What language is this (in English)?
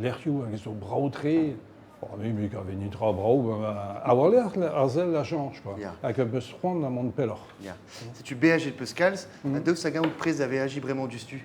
Breton